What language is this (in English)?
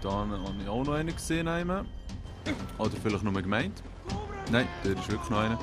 Swiss German